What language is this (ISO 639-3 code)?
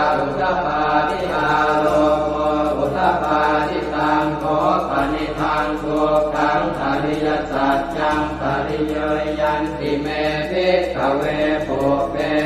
pli